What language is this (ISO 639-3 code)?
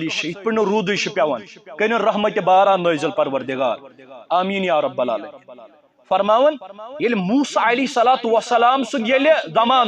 kas